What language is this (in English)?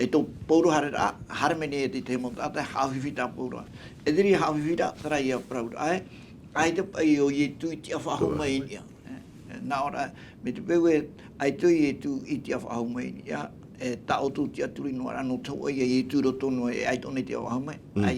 Tahitian